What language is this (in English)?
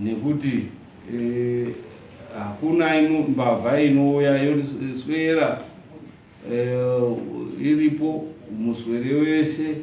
Shona